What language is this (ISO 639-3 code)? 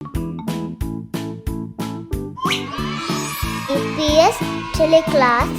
div